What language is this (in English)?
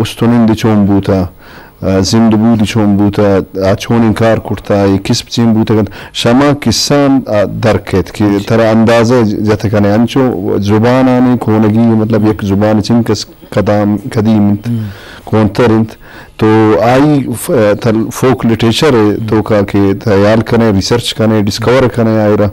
Eastern Balochi